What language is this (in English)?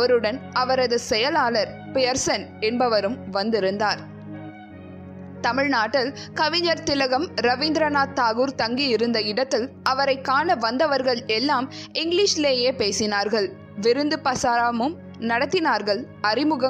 Tamil